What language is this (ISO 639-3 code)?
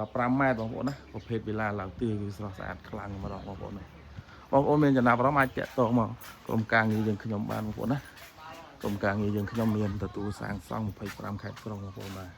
khm